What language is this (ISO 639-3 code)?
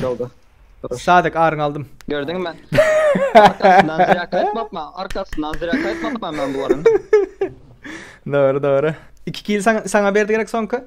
tuk